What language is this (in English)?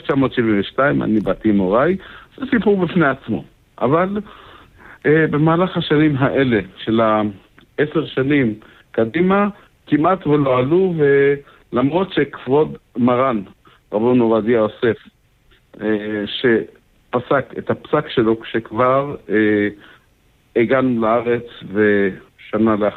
Hebrew